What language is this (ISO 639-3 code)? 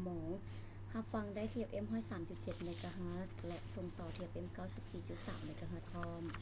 lao